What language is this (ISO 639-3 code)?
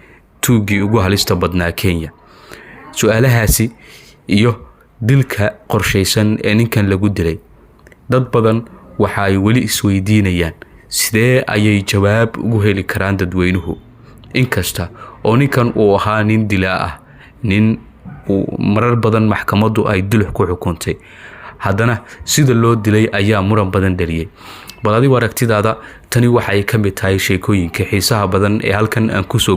som